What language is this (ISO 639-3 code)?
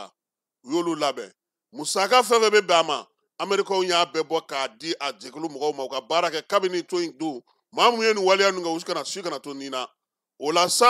bam